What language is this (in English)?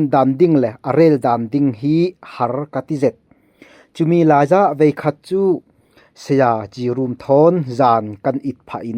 Falam Chin